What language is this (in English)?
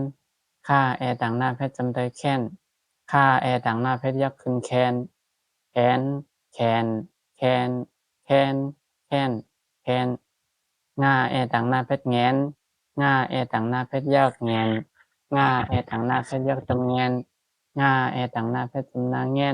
Shan